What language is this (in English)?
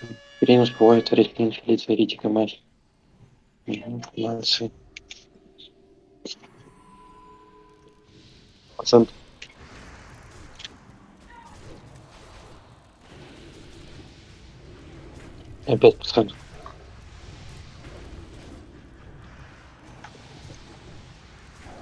Russian